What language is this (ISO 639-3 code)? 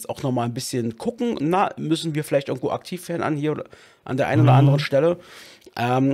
deu